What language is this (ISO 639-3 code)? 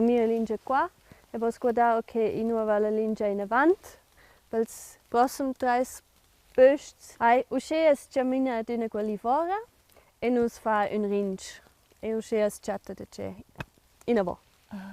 roh